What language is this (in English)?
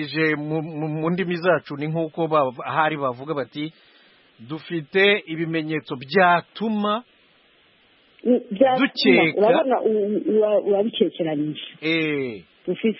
Kinyarwanda